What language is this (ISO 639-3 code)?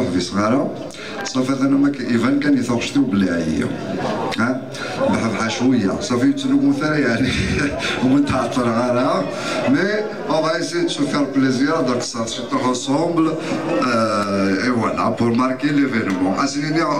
kab